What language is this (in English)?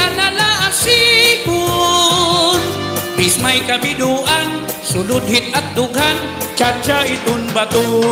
Waray